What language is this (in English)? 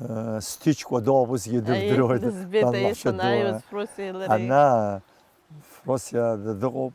Abkhazian